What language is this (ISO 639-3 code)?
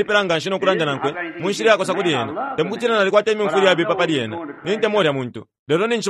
bem